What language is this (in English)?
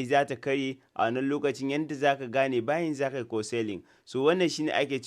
Hausa